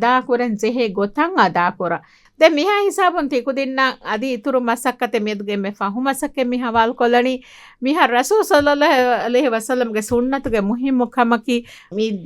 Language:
Divehi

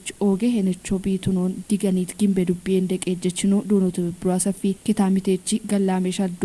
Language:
Kafa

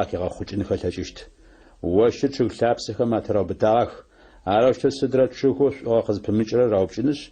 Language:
Adyghe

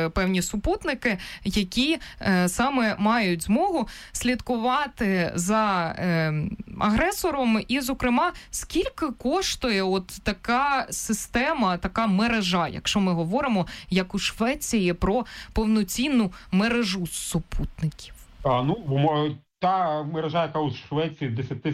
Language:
Ukrainian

